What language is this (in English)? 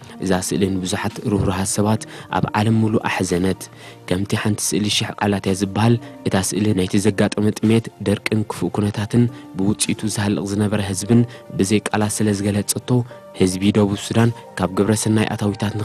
Tigrinya